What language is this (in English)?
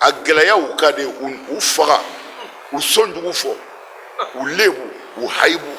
Bambara